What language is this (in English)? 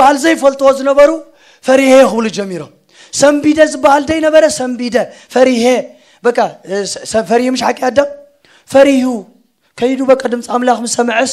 Tigrinya